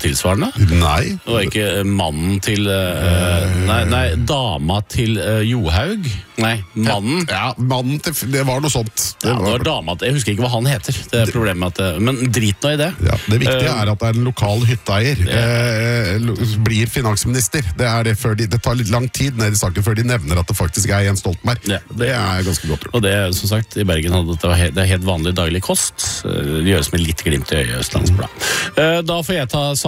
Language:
Norwegian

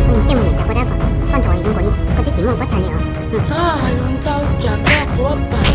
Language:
Hmong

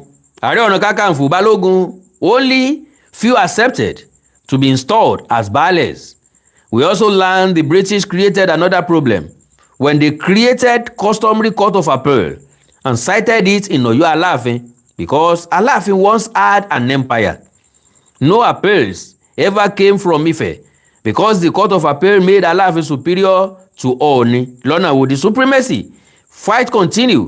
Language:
Yoruba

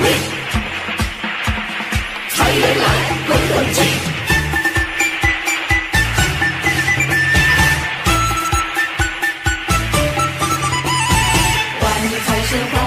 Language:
Chinese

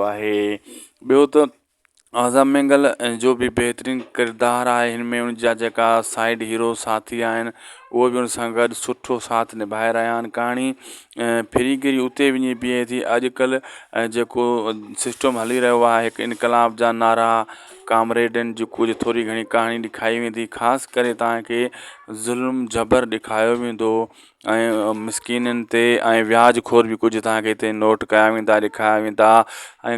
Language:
Sindhi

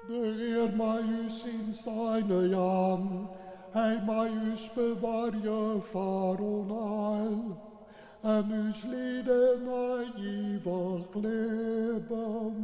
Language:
Western Frisian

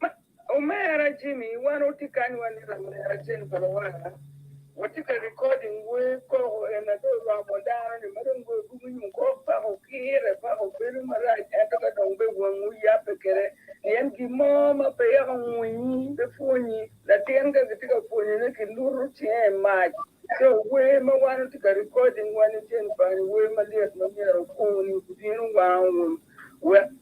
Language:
Acoli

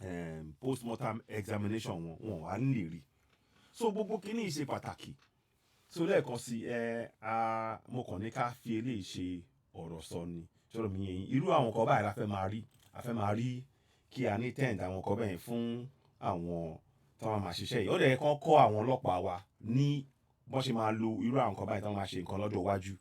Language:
Yoruba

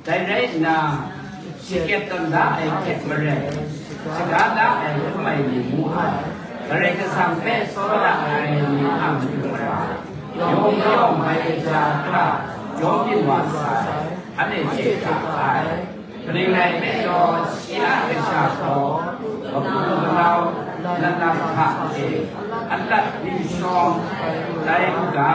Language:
Kachin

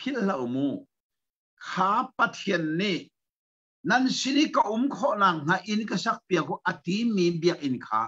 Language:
Hakha Chin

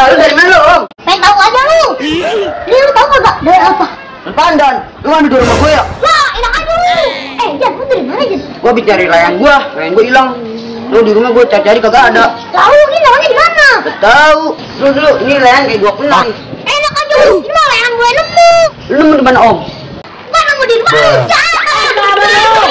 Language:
Betawi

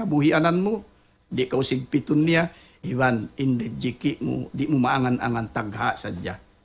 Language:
Tausug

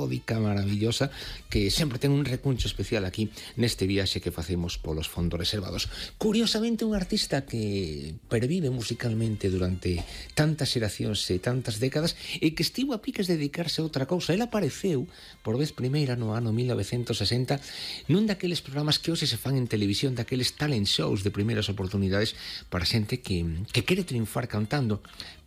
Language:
Galician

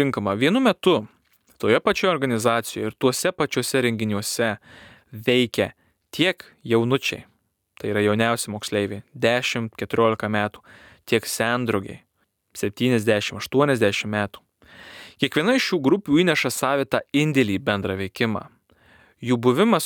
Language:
Lithuanian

